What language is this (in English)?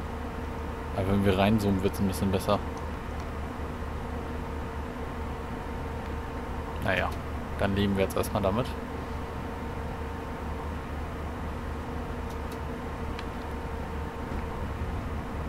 German